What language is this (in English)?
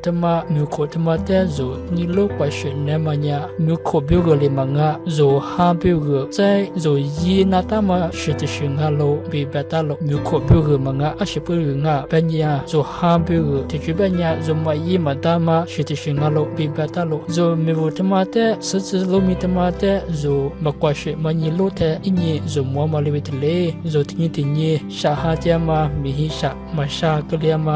Lisu